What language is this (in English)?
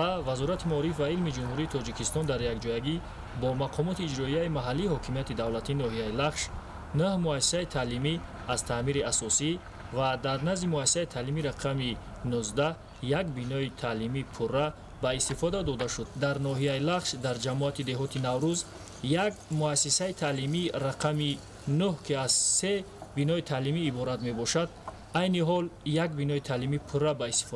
Tajik